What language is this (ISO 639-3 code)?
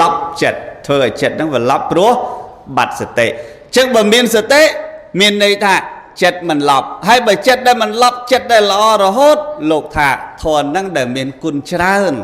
khm